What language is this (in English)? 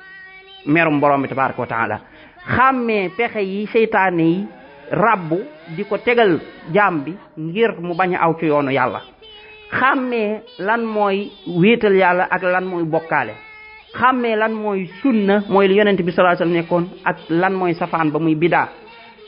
Wolof